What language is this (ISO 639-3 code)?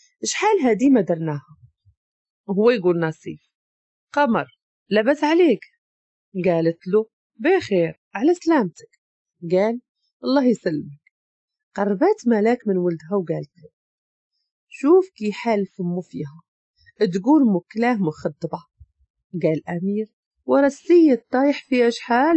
ary